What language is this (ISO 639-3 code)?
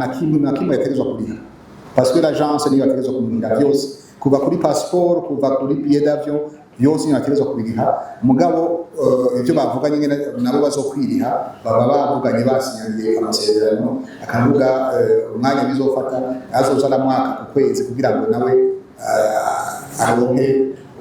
run